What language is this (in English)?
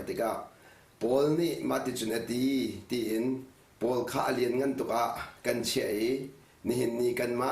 Hakha Chin